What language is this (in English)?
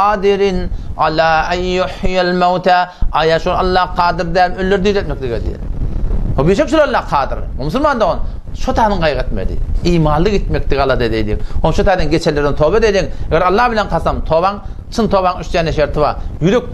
Turkmen